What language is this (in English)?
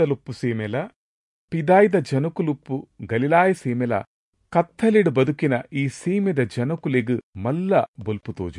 Tulu